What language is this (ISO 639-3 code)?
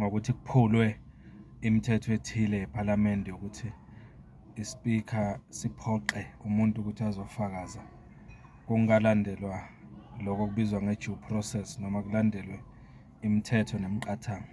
zul